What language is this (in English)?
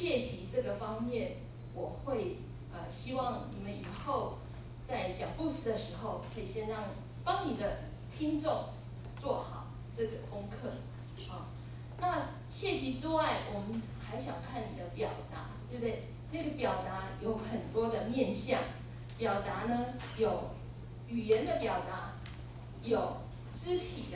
Chinese